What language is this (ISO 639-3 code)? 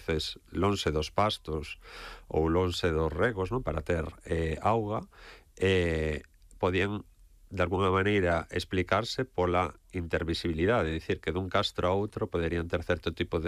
glg